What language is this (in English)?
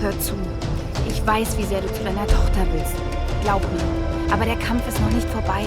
Bavarian